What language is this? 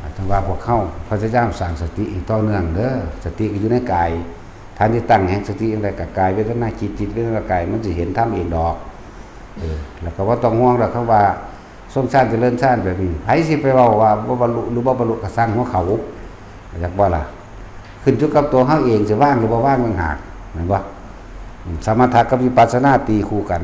Lao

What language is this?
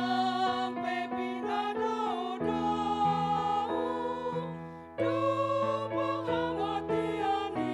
Batak Toba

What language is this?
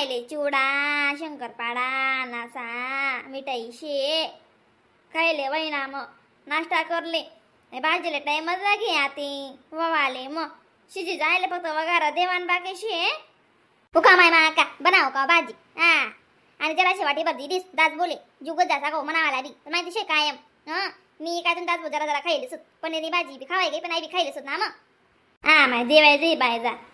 Khandesi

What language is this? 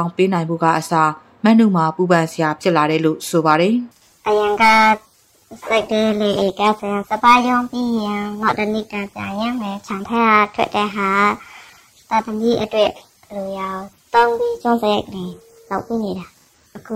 Burmese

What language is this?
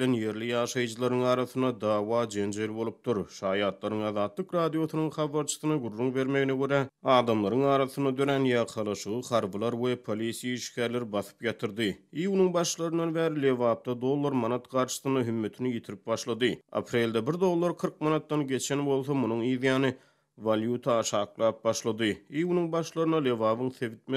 Turkmen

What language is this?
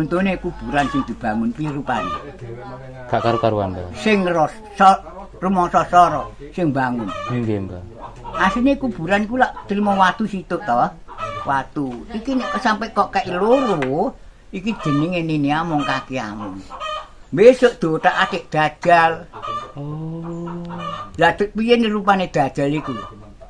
Javanese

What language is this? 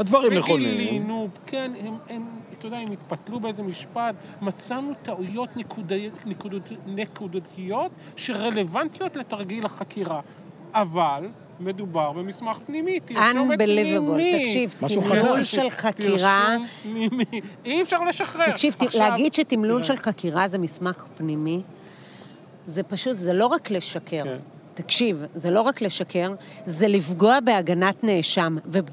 Hebrew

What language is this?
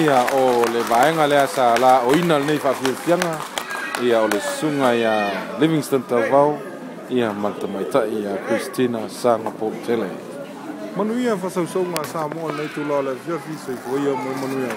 Samoan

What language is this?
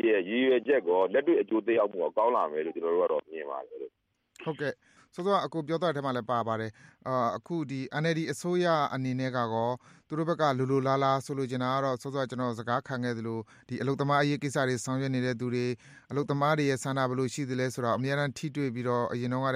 Burmese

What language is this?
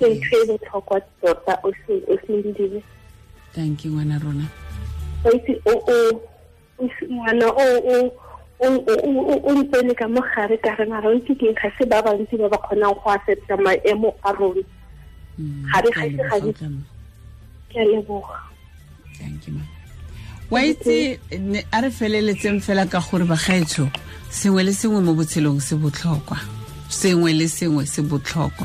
Tswana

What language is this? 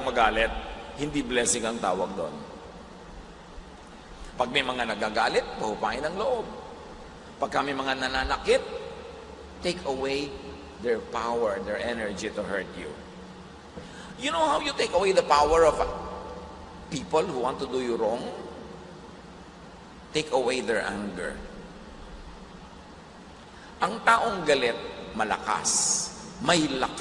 Filipino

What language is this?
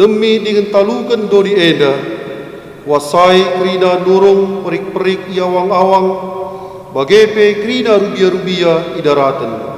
Batak Karo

